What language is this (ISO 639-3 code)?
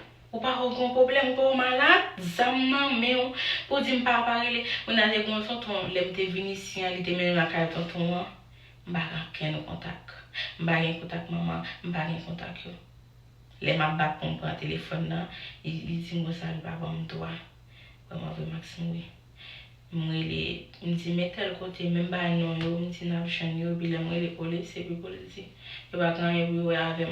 hat